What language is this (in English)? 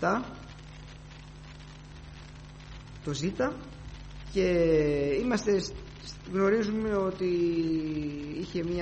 Greek